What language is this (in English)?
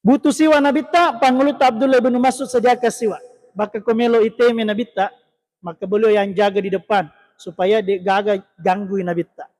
Buginese